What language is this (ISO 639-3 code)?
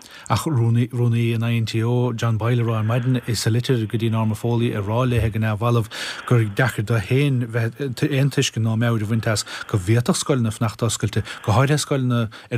gle